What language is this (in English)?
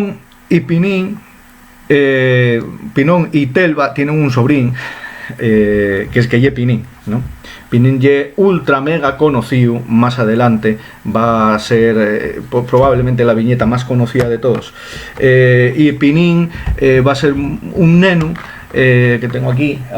Asturian